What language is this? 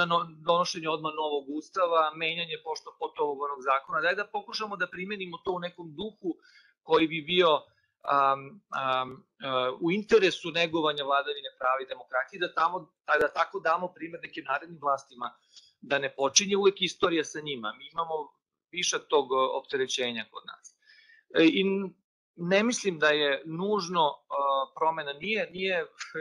Serbian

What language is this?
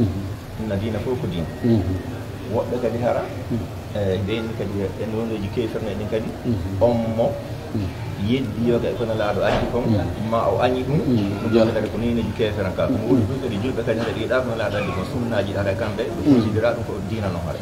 Pular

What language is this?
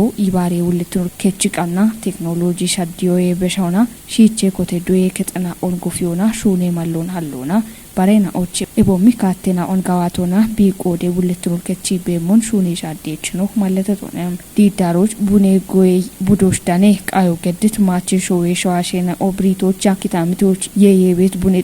Kafa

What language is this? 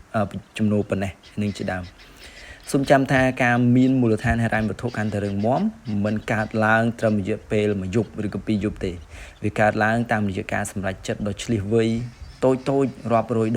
Khmer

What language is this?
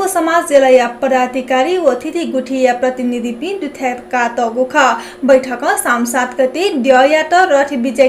Newari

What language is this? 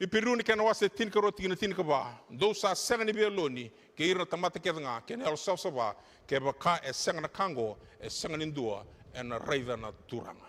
Fijian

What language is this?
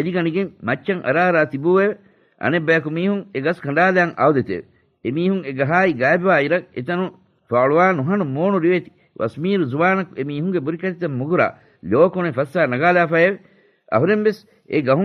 Divehi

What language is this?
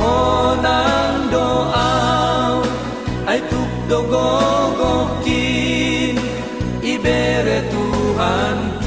Batak Simalungun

